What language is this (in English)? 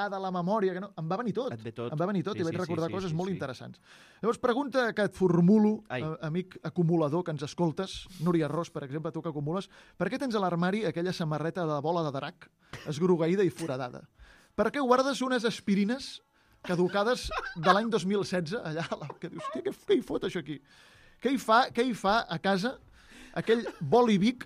Catalan